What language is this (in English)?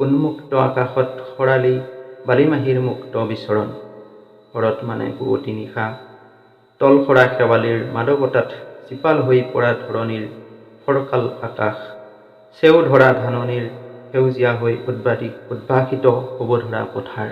Assamese